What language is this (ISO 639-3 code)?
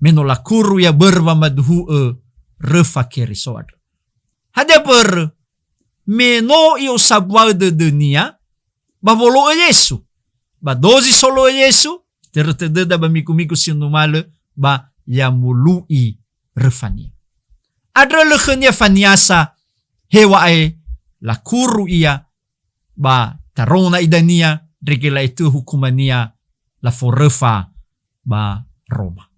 nia